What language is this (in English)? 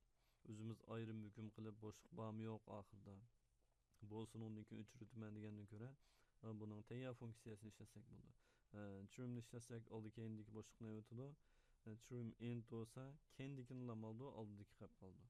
Uyghur